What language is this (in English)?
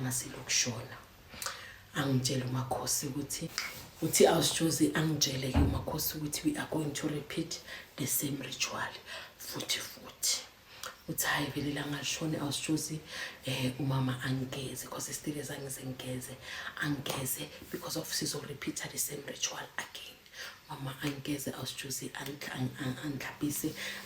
Zulu